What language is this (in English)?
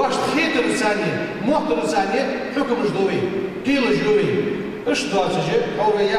Ingush